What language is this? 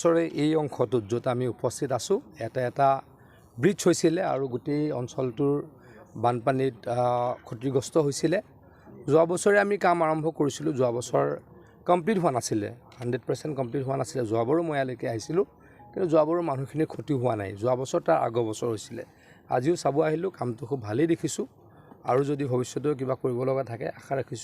Assamese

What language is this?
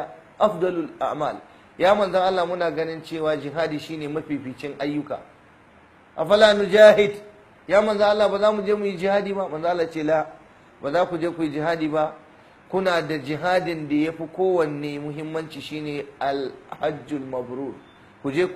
Hausa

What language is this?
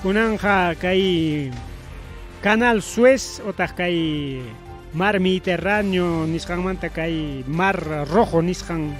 Ayacucho Quechua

